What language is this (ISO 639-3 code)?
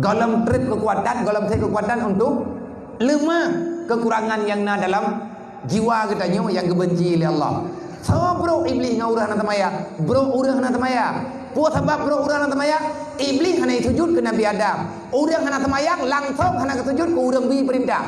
ace